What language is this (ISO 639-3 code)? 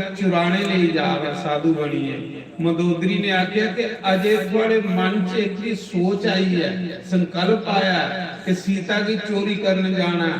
doi